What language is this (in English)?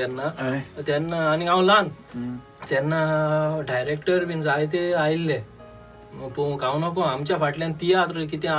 Konkani